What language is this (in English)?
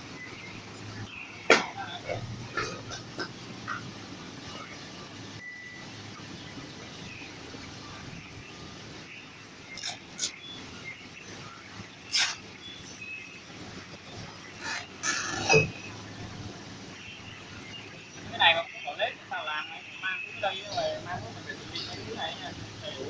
Vietnamese